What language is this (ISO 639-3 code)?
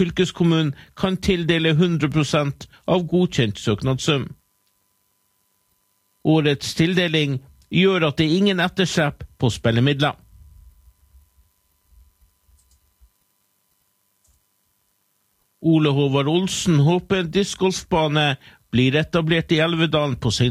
nor